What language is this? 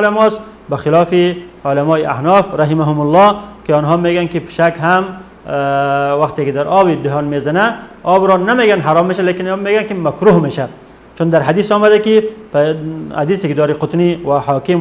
Persian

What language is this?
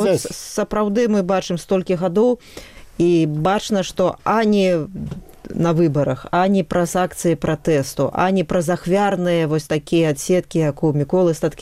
Belarusian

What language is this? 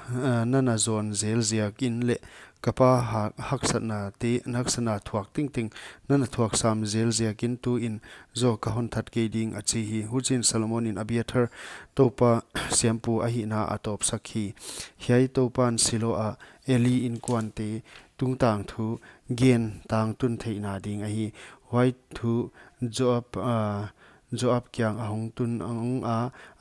Paite Chin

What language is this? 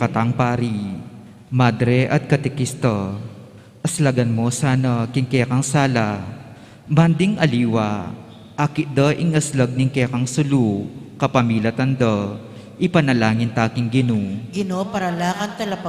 Pampanga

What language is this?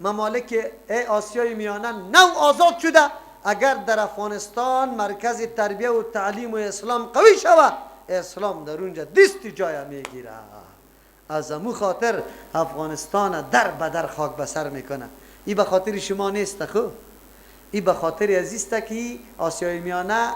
Persian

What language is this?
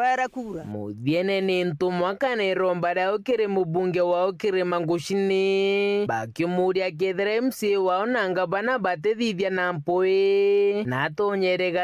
Meru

